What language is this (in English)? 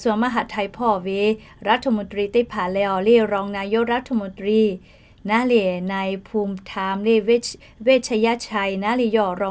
Lahu